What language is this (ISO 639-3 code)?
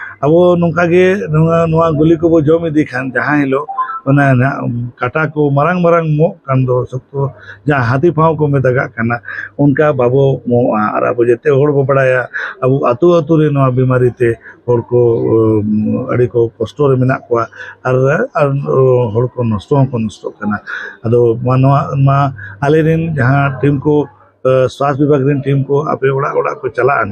sat